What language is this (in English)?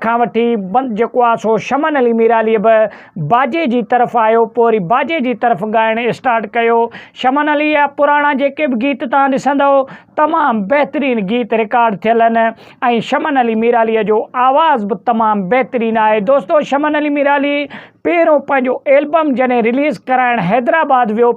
Sindhi